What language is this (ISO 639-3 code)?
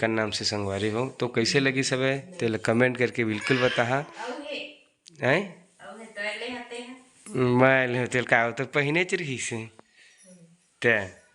hne